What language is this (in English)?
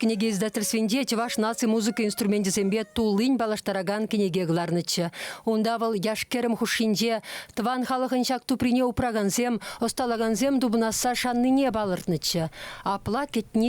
Chuvash